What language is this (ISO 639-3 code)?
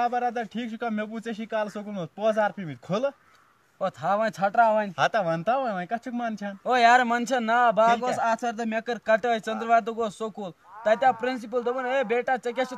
kas